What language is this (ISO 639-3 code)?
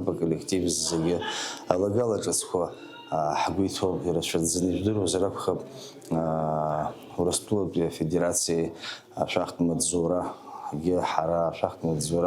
abk